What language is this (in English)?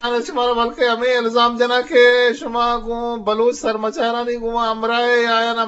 Eastern Balochi